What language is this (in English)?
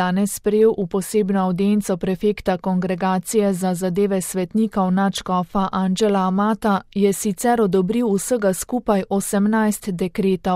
Slovenian